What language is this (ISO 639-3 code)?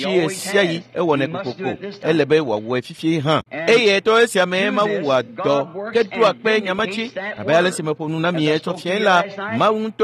ewe